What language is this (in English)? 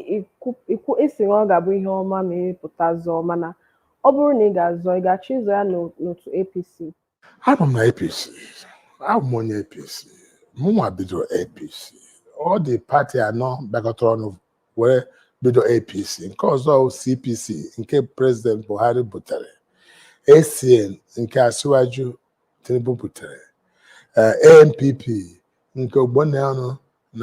Igbo